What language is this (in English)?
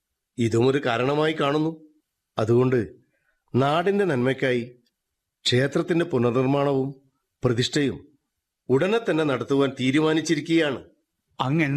Malayalam